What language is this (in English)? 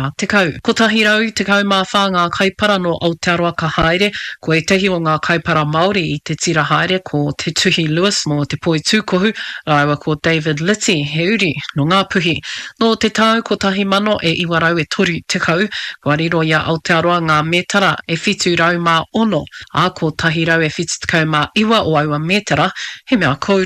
Māori